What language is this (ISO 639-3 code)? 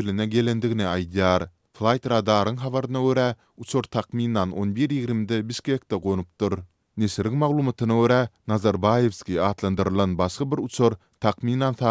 tuk